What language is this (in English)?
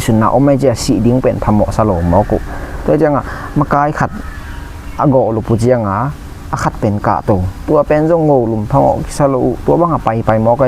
Tedim Chin